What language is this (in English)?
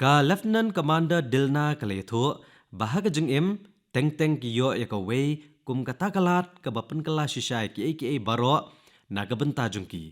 Khasi